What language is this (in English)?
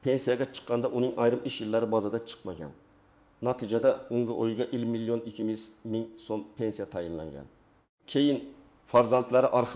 Uzbek